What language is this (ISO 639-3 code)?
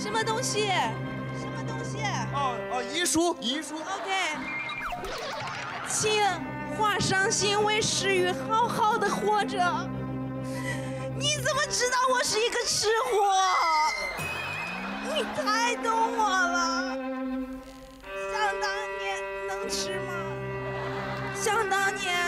zho